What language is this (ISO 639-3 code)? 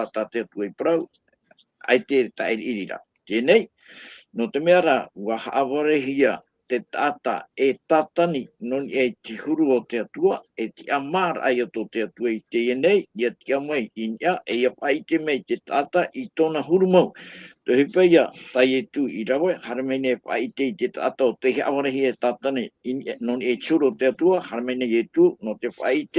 tah